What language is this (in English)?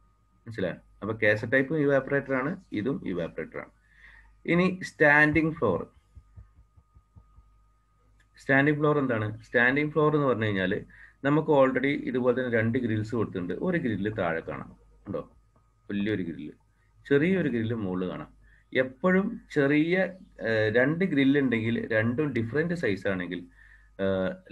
Malayalam